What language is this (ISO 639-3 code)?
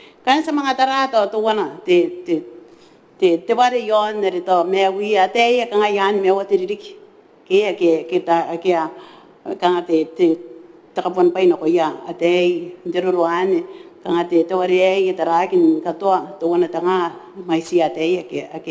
gil